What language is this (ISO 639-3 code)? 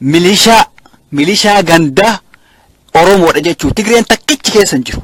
orm